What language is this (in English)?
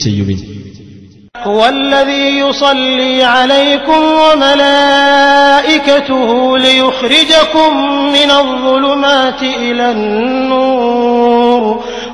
Malayalam